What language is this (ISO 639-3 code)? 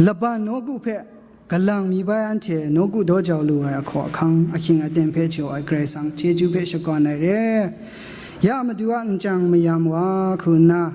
kac